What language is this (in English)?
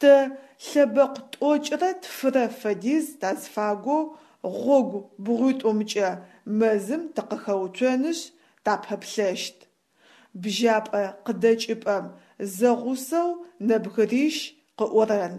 Adyghe